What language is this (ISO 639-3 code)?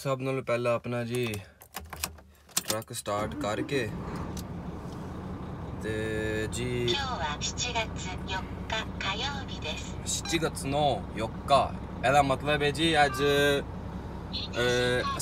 pan